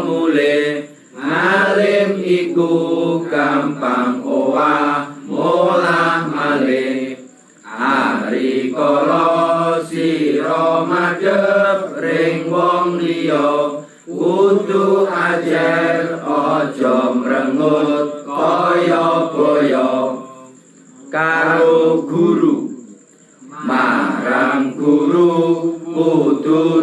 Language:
Javanese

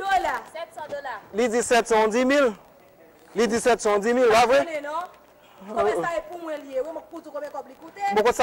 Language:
Haitian Creole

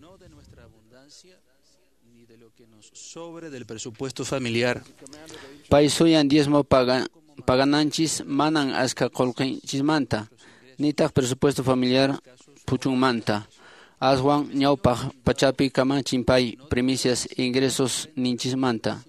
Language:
Quechua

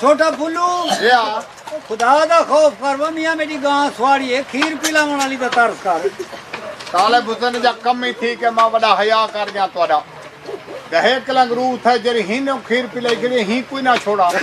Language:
Saraiki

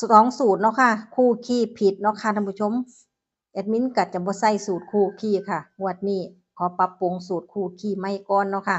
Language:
Northeastern Thai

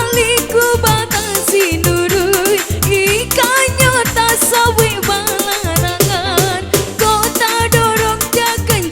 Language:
Minangkabau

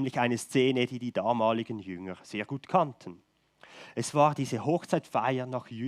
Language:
Swiss German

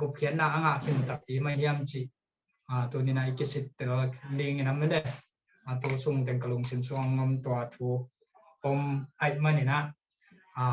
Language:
Tedim Chin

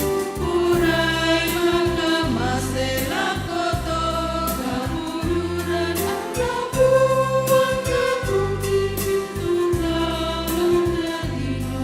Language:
Toraja-Sa'dan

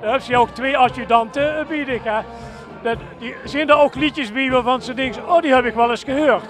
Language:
Limburgish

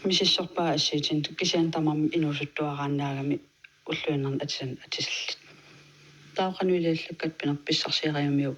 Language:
Kalaallisut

